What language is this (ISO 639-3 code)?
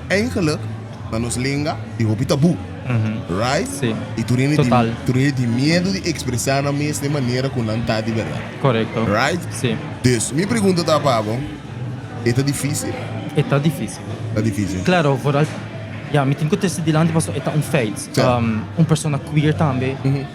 pap